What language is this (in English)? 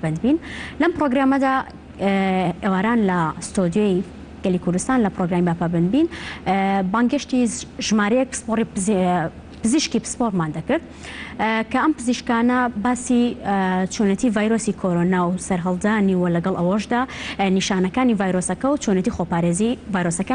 Central Kurdish